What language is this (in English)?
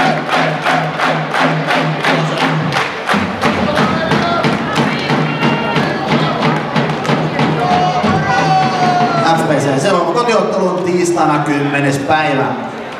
Finnish